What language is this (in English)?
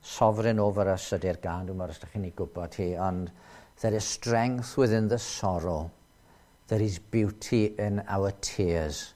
Welsh